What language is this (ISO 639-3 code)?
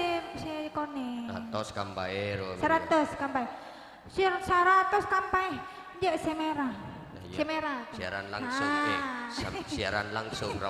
mad